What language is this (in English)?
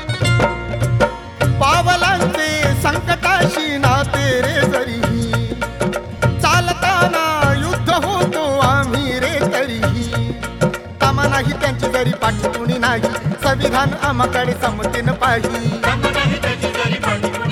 Marathi